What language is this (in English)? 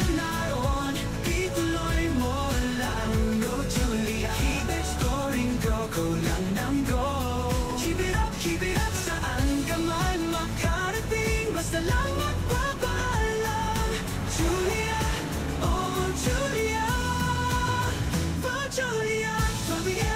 Filipino